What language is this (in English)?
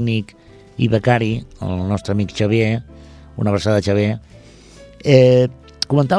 Catalan